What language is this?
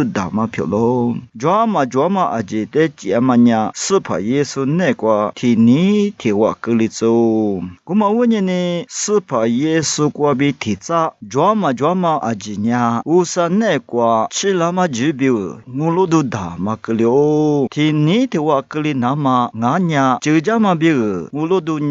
Lisu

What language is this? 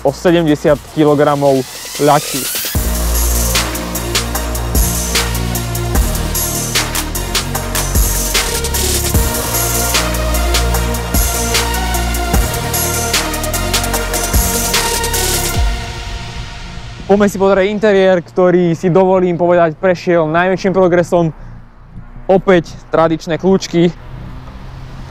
Slovak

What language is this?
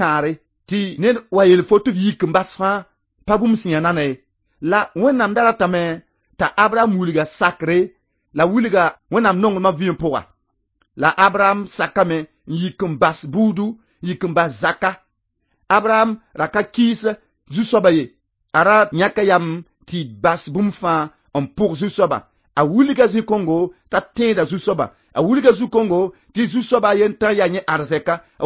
Mossi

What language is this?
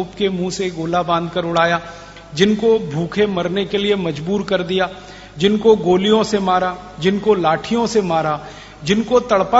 Hindi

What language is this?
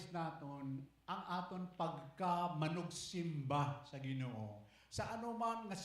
Hiligaynon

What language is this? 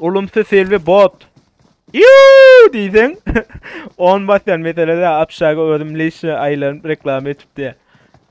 Turkmen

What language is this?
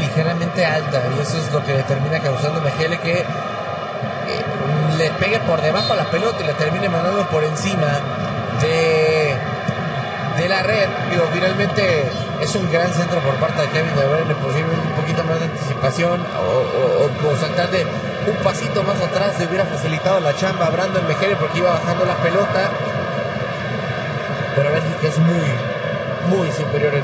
Spanish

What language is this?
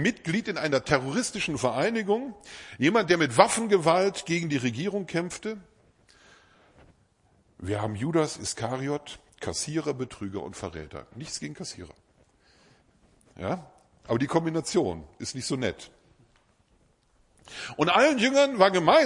German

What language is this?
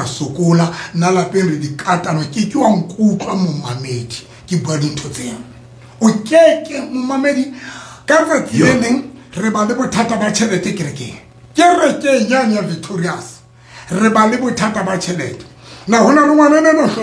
Southern Sotho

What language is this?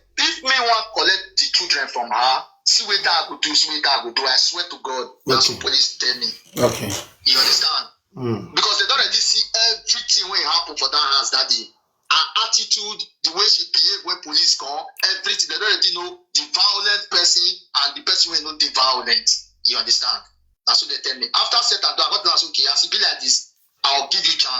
Nigerian Pidgin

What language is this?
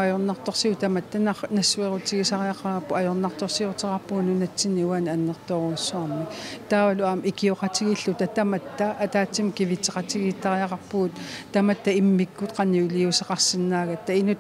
Kalaallisut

